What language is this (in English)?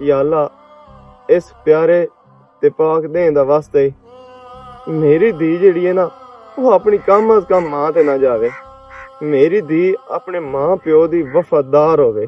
Western Panjabi